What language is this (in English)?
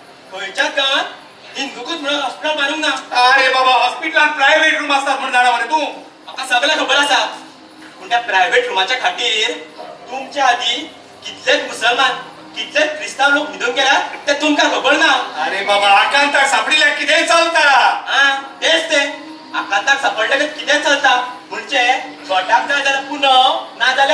Konkani